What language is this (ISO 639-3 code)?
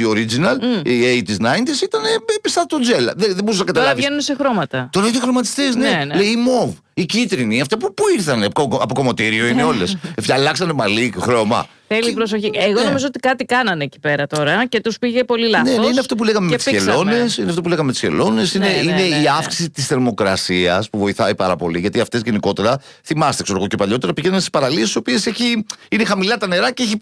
ell